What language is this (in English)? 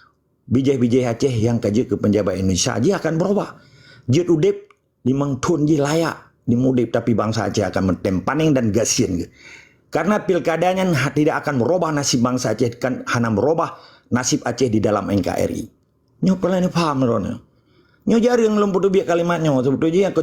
Achinese